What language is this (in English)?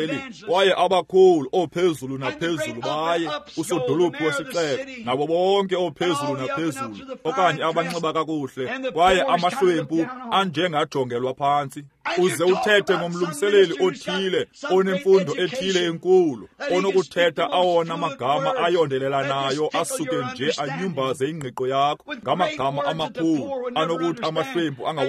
Xhosa